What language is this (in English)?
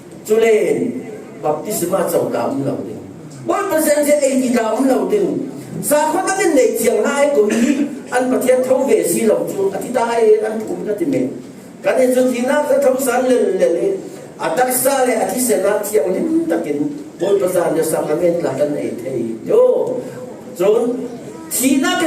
Falam Chin